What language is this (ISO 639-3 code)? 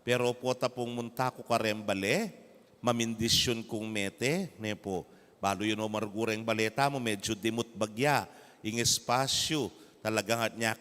pam